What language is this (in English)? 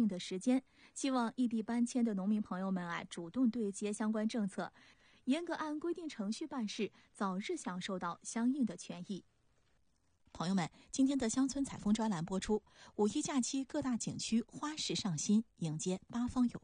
Chinese